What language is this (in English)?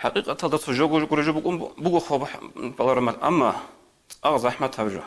Avaric